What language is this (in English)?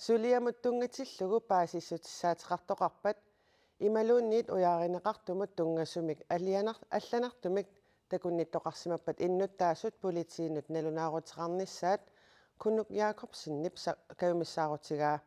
Kalaallisut